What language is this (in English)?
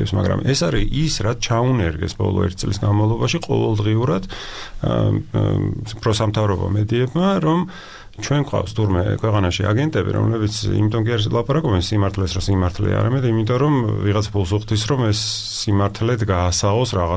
Georgian